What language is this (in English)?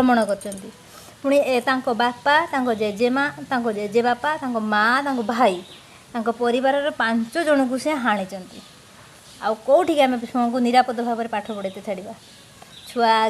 Odia